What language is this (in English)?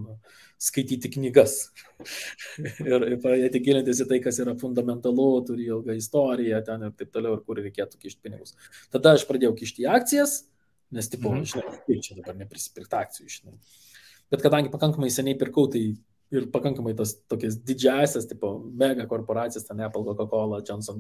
Lithuanian